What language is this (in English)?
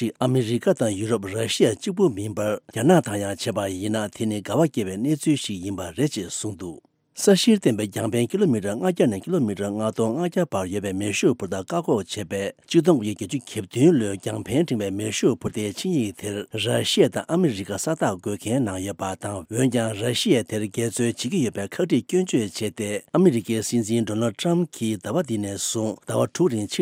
Tibetan